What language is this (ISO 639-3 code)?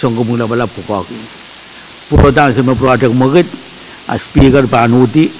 pon